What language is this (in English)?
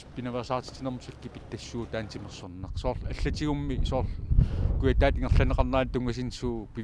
Kalaallisut